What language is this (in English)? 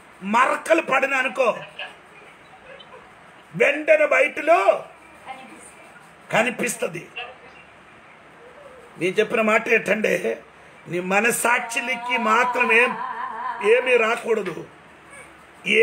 Telugu